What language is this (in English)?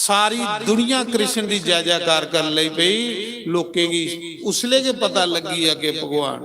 Dogri